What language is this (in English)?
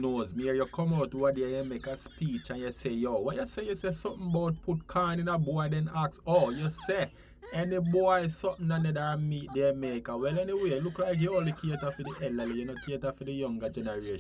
Jamaican Creole English